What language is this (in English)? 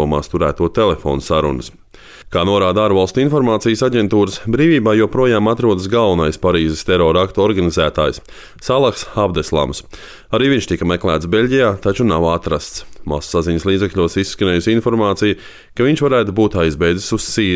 Latvian